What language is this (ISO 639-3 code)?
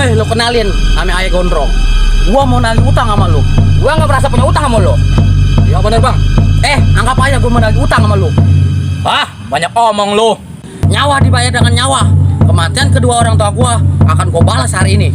bew